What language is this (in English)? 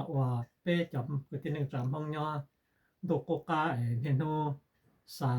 Hmong